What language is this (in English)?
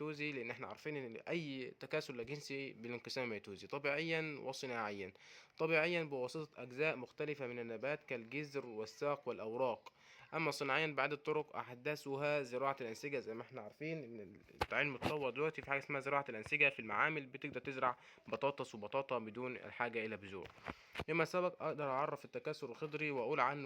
Egyptian Arabic